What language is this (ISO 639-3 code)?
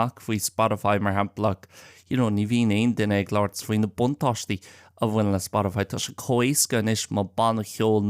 gle